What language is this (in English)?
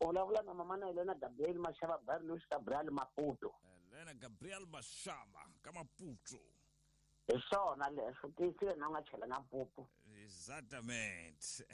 Tsonga